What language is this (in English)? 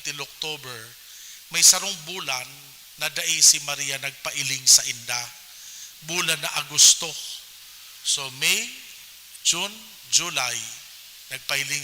Bikol